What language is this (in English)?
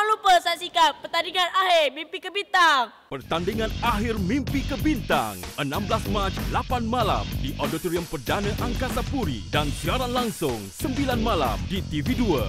Malay